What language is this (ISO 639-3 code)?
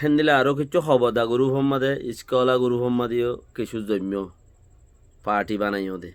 rhg